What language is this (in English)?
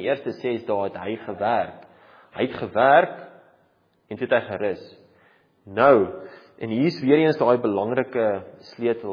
Afrikaans